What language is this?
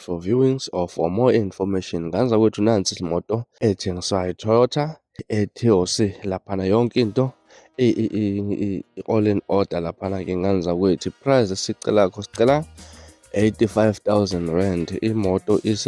Zulu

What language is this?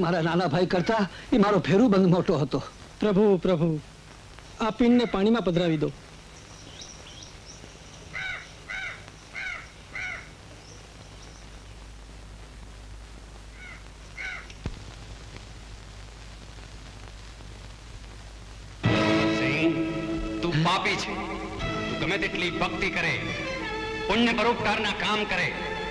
Gujarati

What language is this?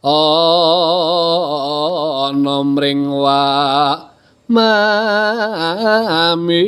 Javanese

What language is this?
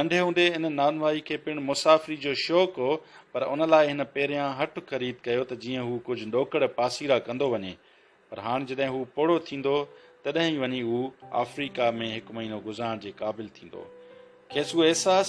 Sindhi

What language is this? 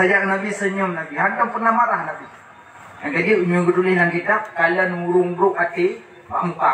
Achinese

